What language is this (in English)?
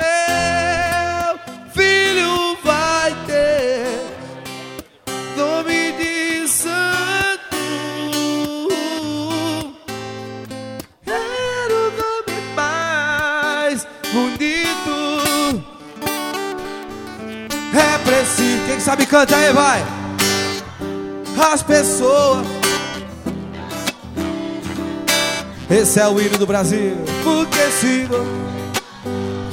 Portuguese